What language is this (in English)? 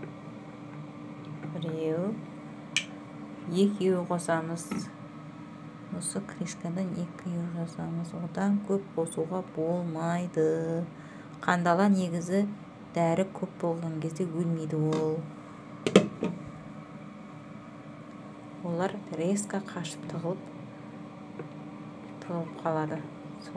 Kazakh